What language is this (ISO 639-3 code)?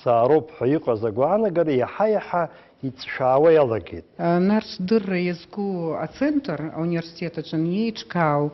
abk